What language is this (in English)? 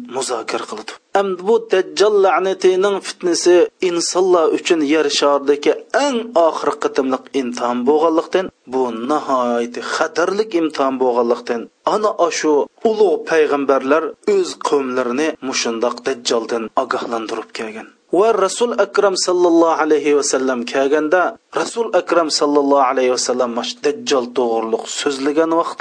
Uyghur